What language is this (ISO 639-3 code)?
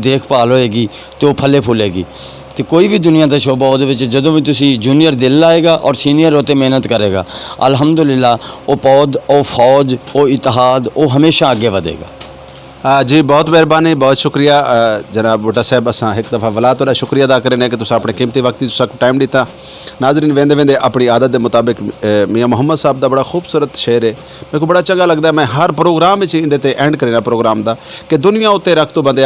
skr